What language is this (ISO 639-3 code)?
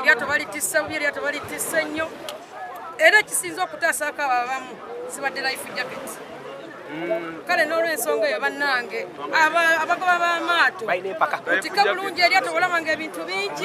lug